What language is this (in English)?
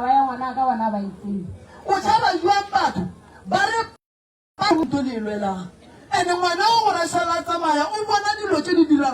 Northern Sotho